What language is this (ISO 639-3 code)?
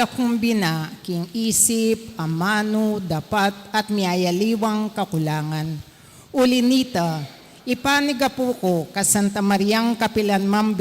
pam